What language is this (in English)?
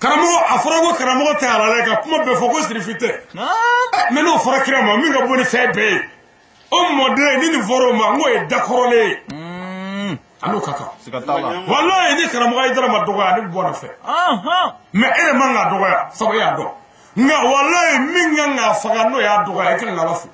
Bambara